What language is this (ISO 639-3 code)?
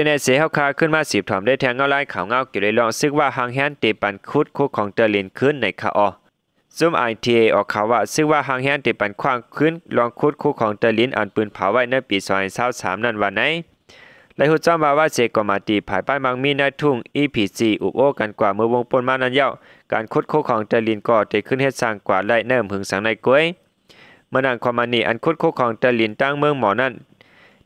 shn